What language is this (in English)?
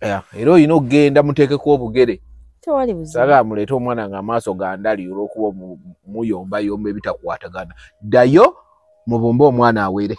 Ganda